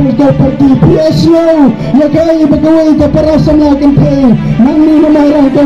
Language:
Khasi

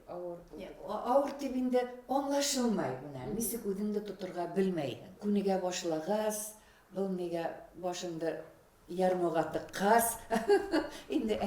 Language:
Bashkir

